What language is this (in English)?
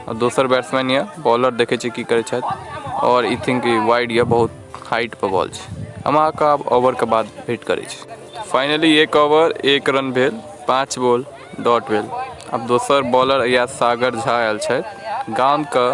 Maithili